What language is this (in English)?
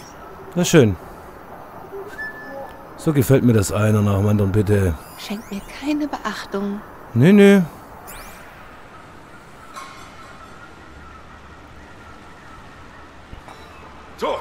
German